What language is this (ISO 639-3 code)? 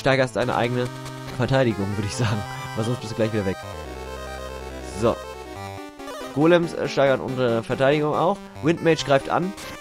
deu